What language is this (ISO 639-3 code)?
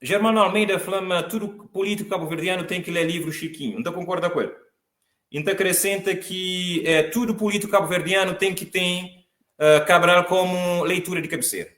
kea